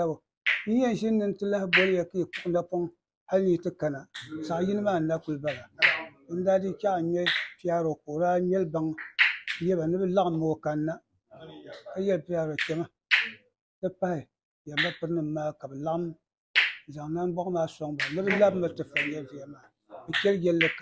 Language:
Dagbani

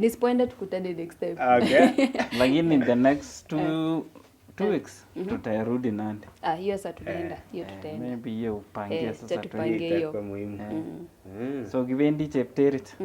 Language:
Nandi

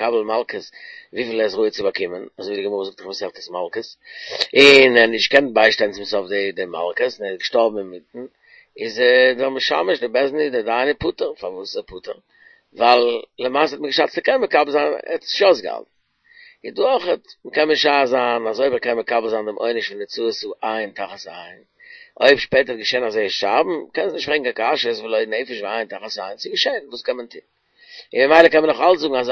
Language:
Yiddish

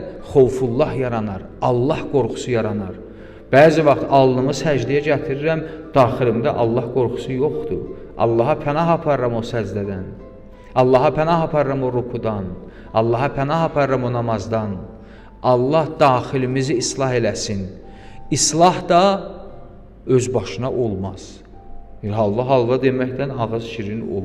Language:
Azerbaijani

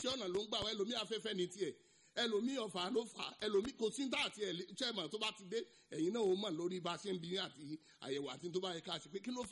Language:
Yoruba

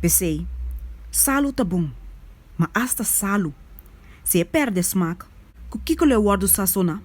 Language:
Papiamento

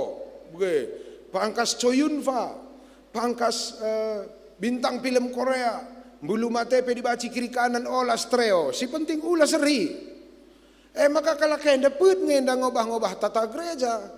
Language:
Batak Karo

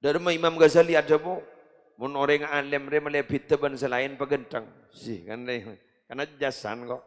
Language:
Madurese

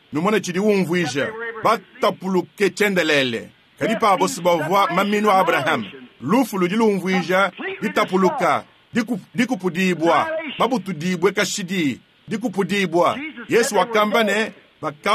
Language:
Luba-Lulua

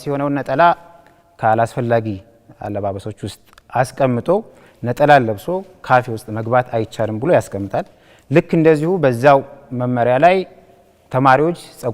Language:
Amharic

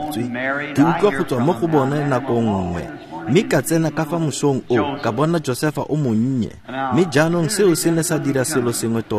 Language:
Tswana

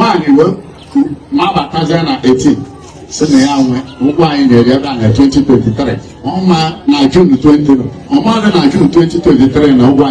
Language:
Igbo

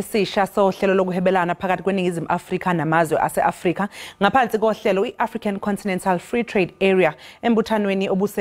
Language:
Zulu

